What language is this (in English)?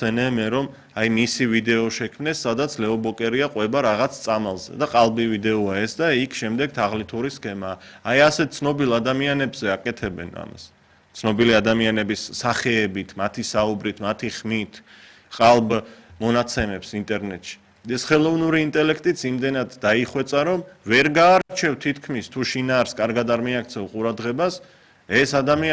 Georgian